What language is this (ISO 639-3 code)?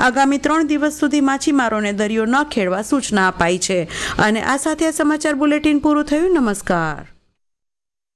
guj